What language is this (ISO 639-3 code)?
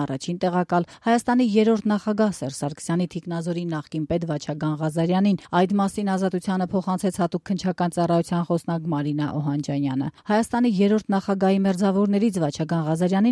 hye